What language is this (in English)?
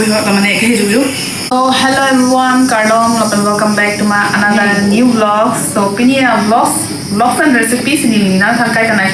Karbi